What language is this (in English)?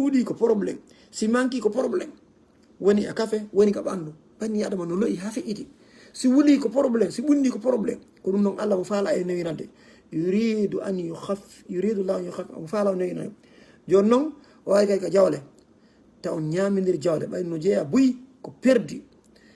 Fula